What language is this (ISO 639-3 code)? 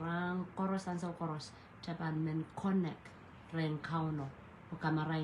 pon